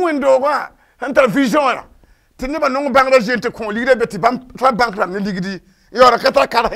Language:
Mossi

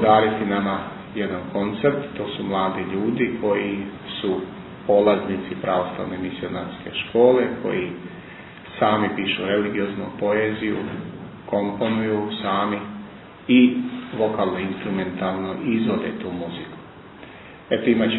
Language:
Serbian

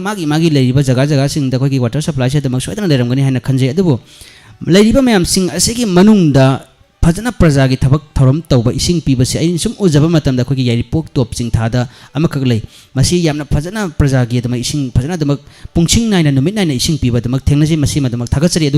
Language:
Manipuri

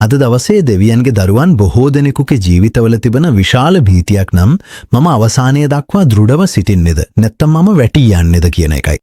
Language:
Sinhala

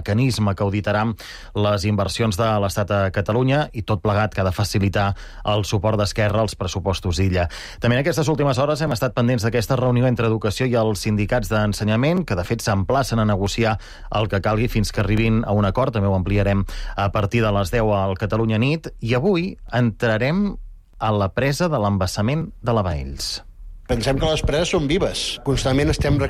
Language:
Catalan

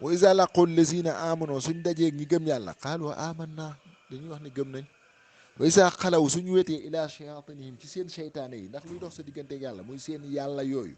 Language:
Wolof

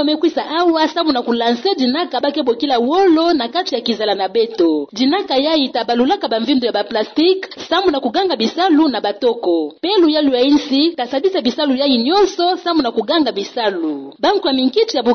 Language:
Kituba (Democratic Republic of Congo)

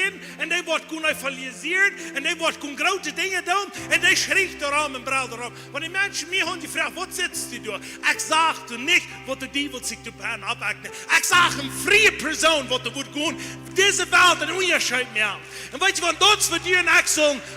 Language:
Plautdietsch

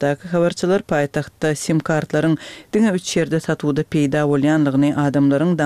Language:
Turkmen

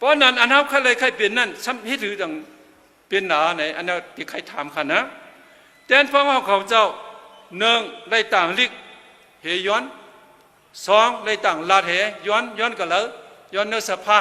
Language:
Shan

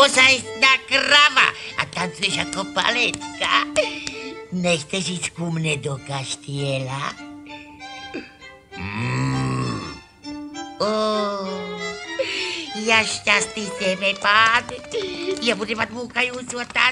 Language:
Slovak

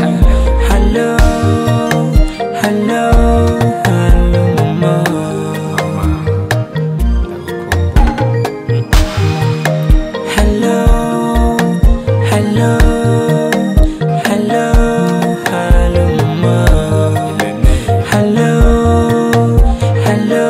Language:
Kinyarwanda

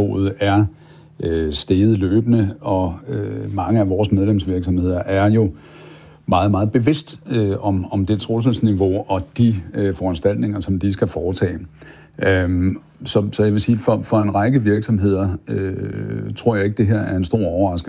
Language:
Danish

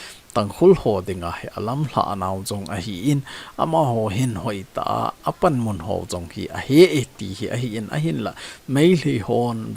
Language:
Thado Chin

